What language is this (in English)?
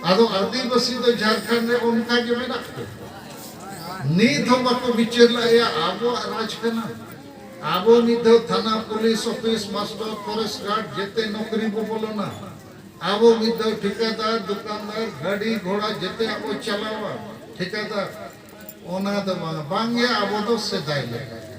Santali